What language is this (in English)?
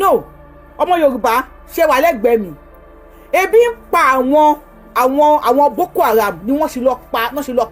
Yoruba